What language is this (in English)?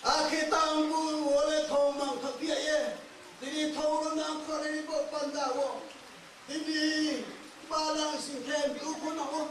Riang (India)